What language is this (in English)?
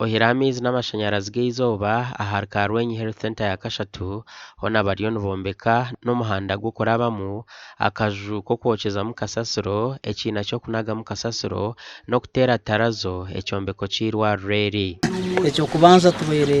Nyankole